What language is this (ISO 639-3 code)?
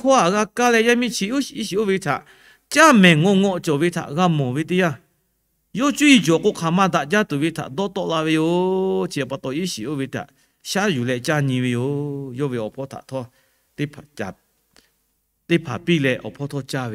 lhu